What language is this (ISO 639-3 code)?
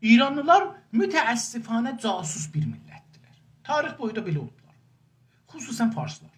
azb